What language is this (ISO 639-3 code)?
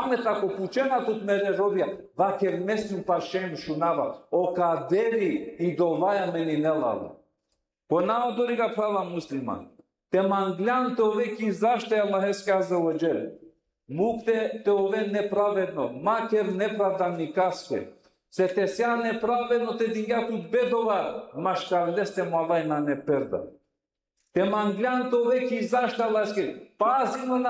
rmn